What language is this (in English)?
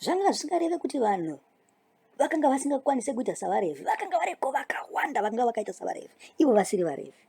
Shona